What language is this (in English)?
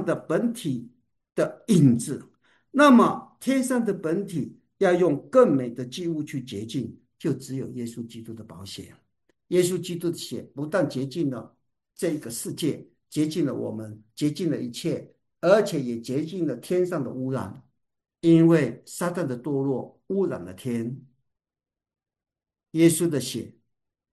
Chinese